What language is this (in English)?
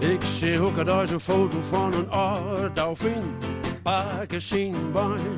Western Frisian